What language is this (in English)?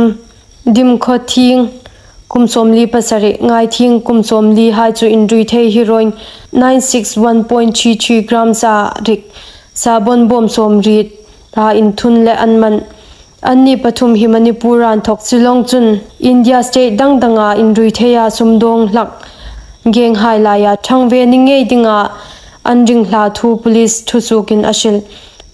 Hmar